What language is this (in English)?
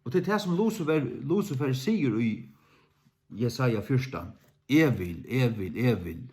Faroese